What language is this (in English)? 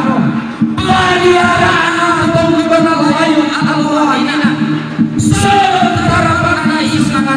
Toraja-Sa'dan